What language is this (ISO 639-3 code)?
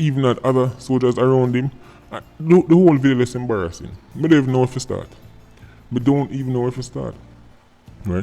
jam